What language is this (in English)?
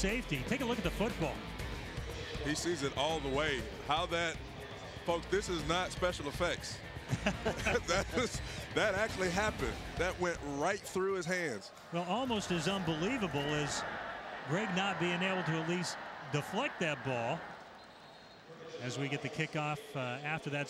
English